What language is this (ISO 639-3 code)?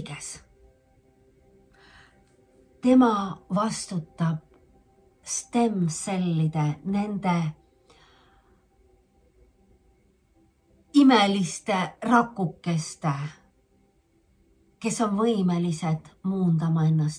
est